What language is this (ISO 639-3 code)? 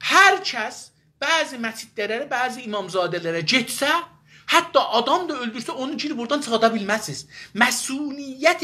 azb